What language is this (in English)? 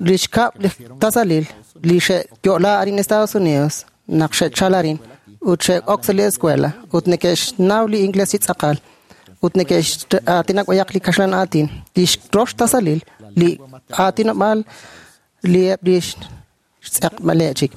Kekchí